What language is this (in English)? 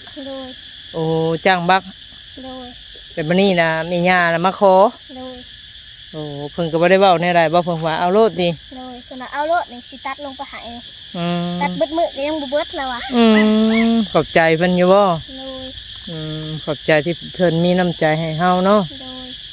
Northeastern Thai